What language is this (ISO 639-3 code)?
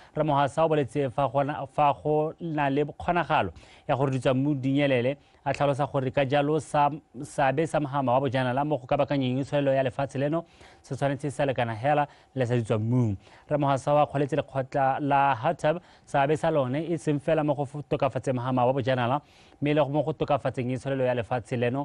tsn